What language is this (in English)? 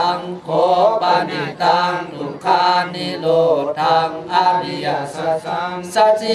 Pali